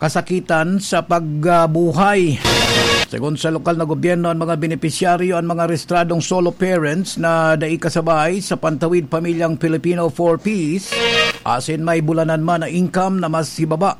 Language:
Bikol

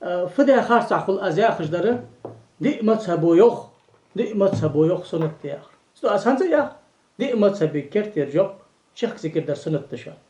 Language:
Ingush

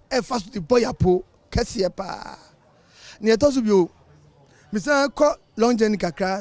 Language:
Akan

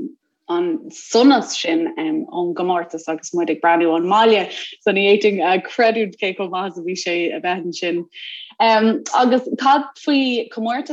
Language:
Irish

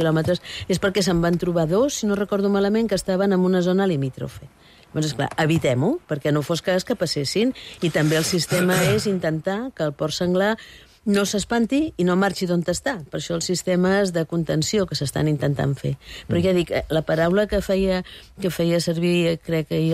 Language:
Catalan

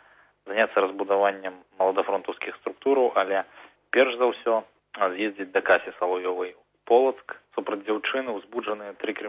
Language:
Belarusian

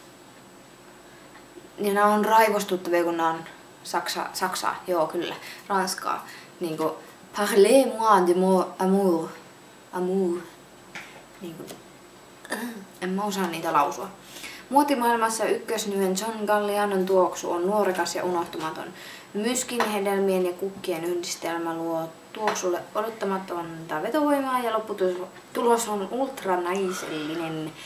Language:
Finnish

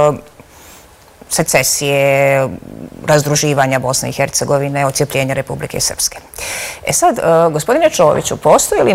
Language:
Bosnian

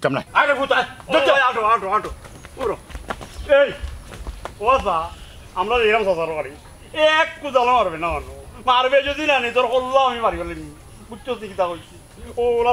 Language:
Sylheti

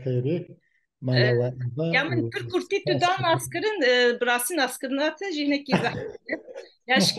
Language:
Kurdish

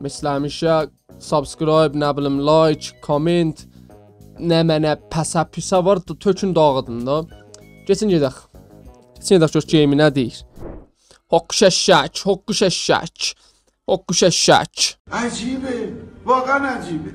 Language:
South Azerbaijani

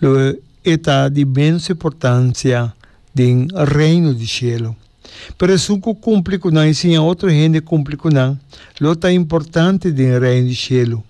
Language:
Papiamento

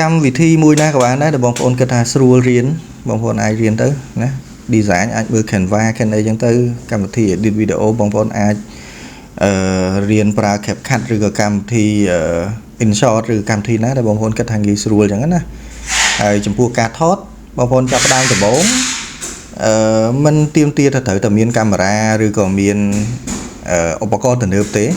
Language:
Khmer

